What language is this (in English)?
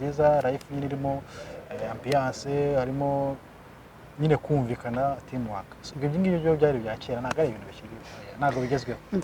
Kinyarwanda